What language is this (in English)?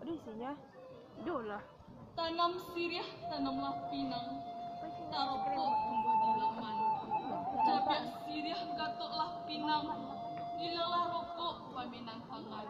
Minangkabau